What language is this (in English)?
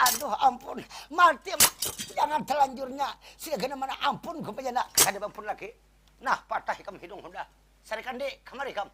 Banjar